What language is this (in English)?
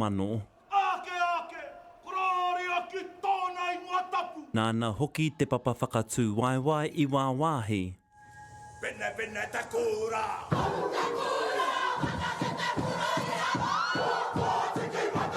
Māori